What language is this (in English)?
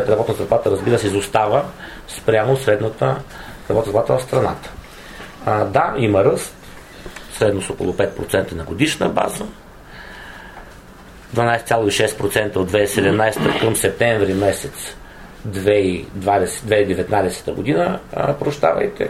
Bulgarian